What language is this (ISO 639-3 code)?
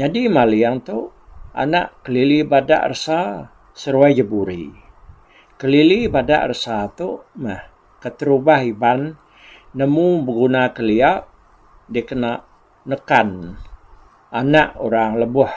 iba